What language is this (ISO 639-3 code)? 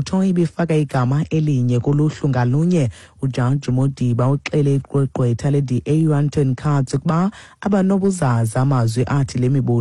xho